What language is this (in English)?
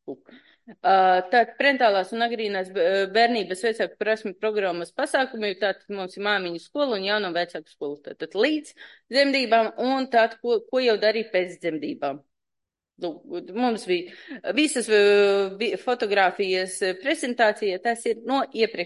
Latvian